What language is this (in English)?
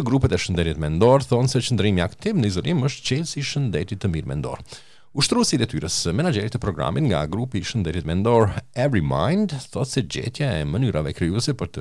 Albanian